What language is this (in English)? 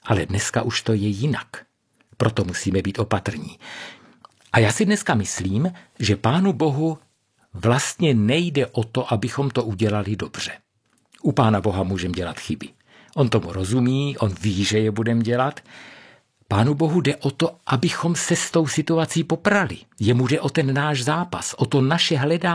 Czech